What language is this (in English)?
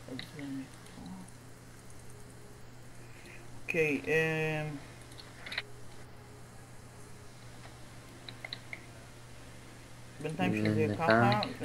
Hebrew